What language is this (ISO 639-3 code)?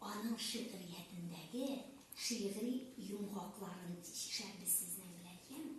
tat